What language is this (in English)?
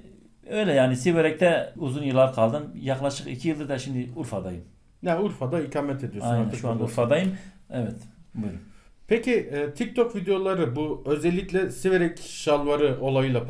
Turkish